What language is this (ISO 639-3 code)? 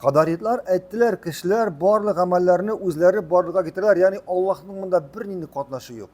tat